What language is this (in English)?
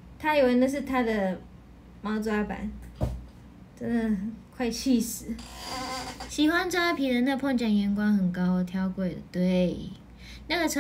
Chinese